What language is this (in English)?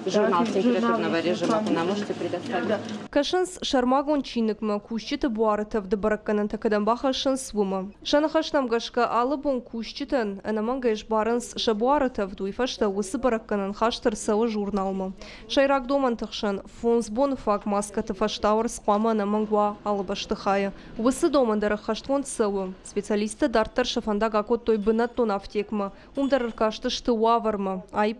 Ossetic